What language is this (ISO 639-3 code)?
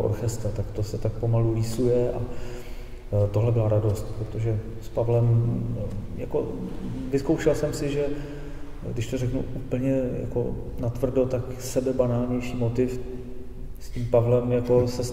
ces